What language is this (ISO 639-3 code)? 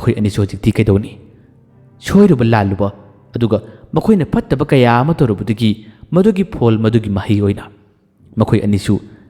mni